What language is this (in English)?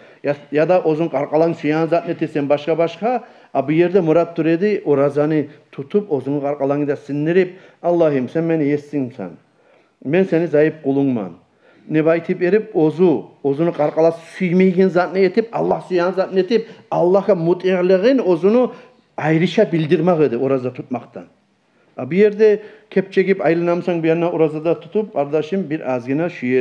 Kumyk